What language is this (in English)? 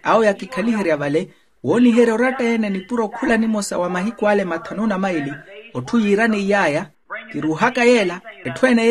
Makhuwa